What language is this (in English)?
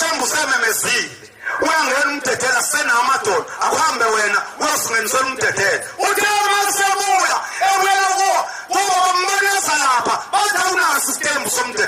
Zulu